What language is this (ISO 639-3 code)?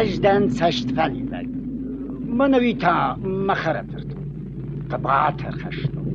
oss